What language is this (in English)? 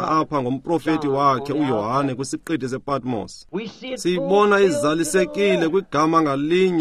Xhosa